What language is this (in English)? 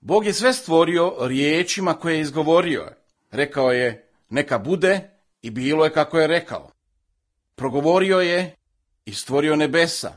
Serbian